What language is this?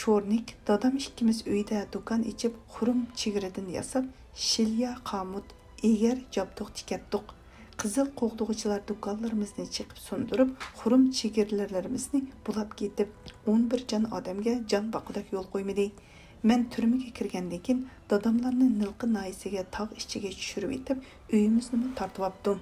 Uyghur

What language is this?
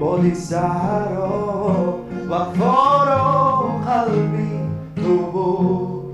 Tajik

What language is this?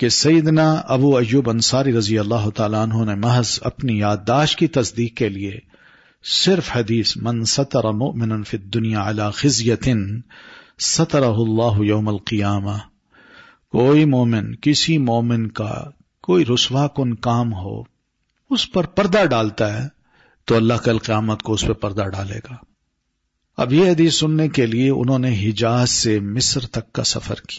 Urdu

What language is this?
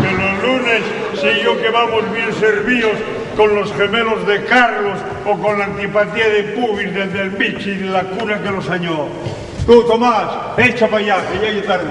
Asturian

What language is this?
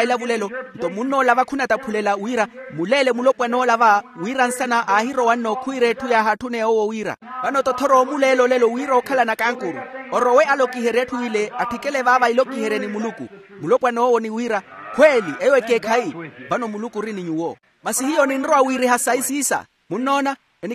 Makhuwa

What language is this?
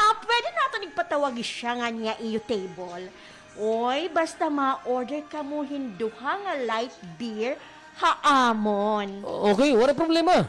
Waray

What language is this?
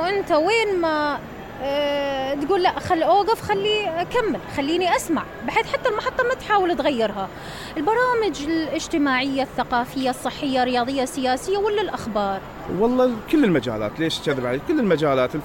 Mesopotamian Arabic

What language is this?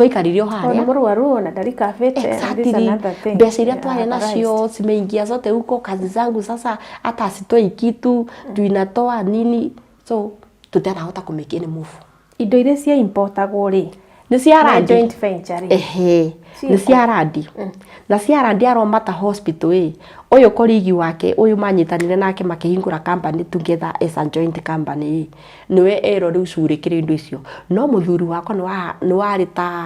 Kikuyu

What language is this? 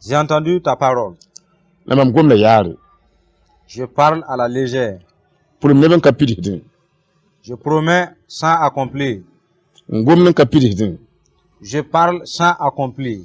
Mossi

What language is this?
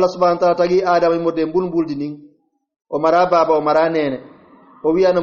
Pular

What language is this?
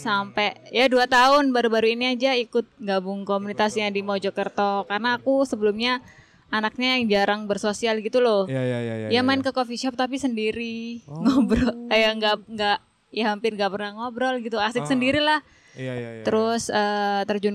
Indonesian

